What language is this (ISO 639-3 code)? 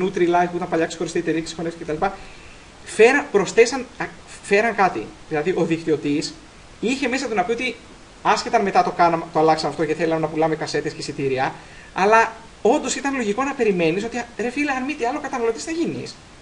ell